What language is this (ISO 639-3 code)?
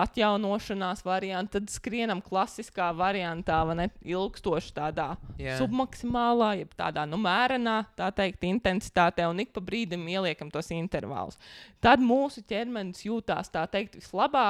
lav